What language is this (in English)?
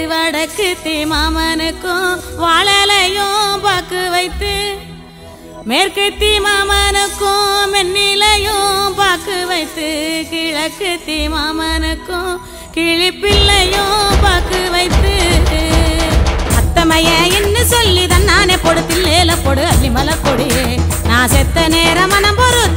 Tamil